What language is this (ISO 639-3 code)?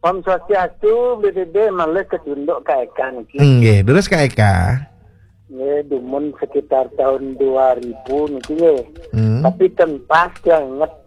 ban